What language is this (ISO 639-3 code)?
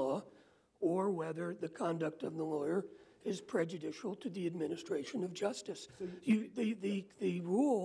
eng